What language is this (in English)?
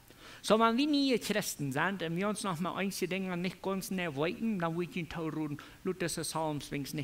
Plautdietsch